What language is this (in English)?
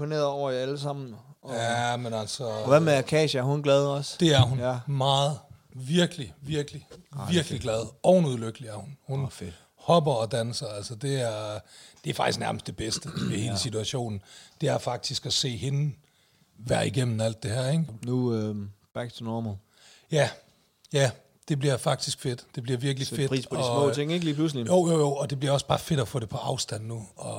Danish